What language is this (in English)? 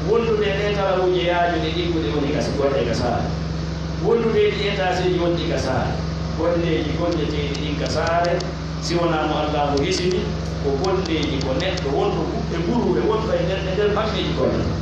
Pular